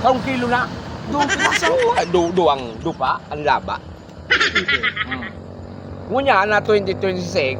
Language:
Bikol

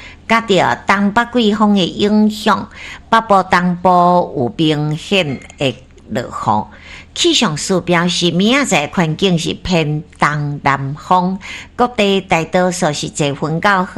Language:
Min Nan Chinese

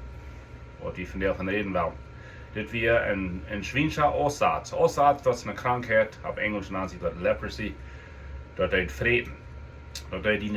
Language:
Plautdietsch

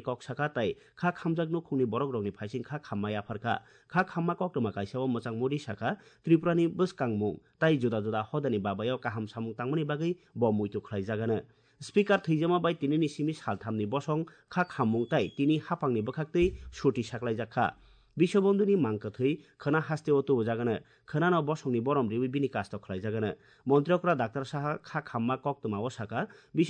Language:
Kok Borok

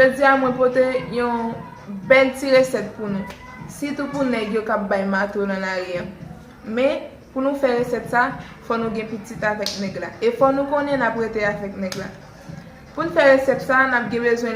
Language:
Haitian Creole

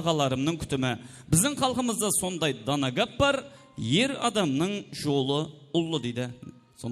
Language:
Kara-Kalpak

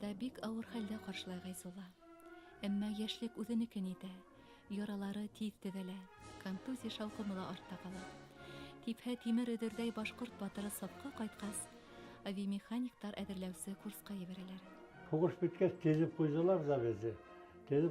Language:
Bashkir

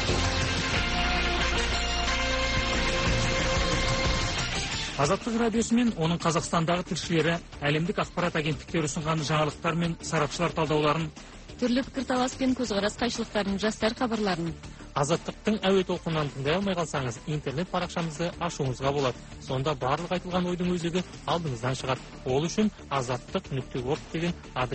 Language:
Kazakh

